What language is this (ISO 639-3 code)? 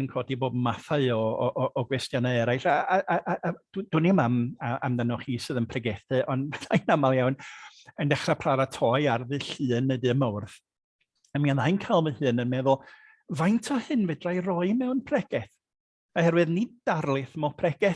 cym